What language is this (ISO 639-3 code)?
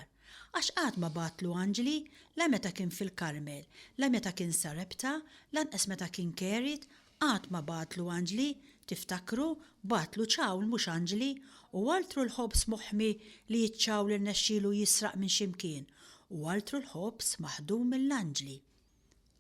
mlt